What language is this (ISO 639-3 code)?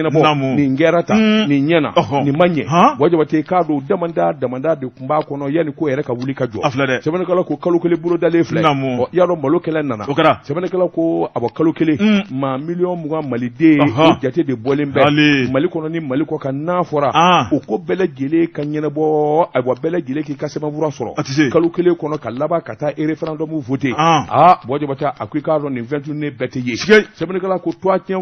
bam